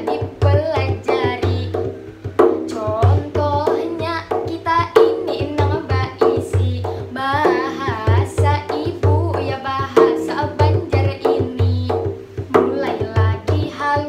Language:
Banjar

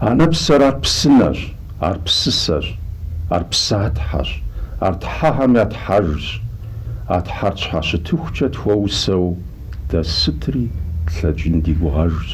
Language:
Kabardian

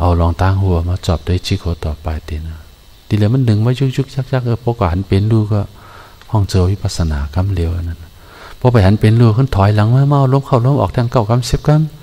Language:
Shan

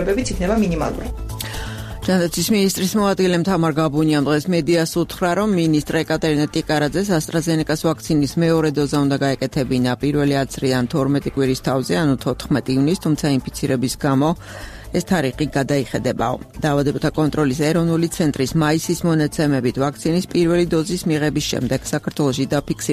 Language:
Georgian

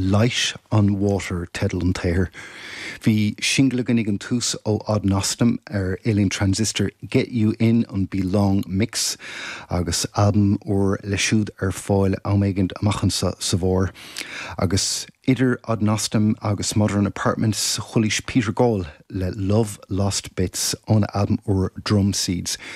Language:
Irish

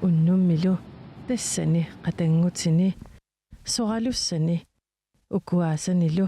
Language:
Kalaallisut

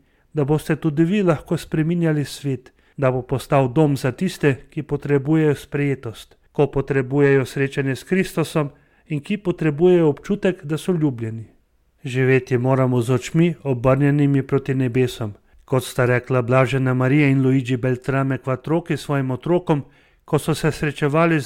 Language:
Slovenian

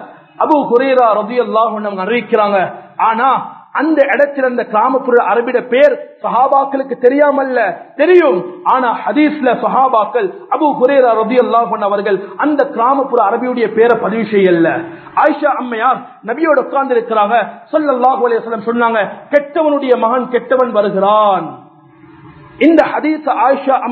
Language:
Tamil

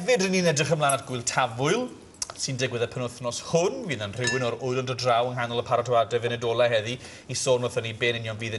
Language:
Welsh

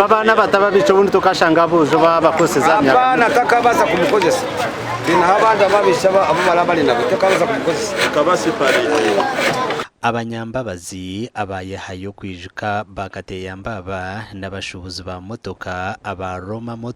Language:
Nyankole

